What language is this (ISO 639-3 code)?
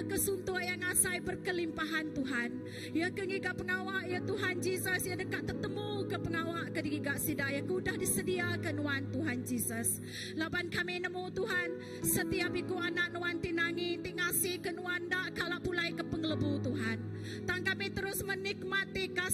iba